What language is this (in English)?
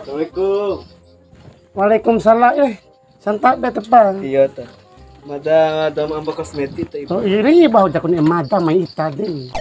Bima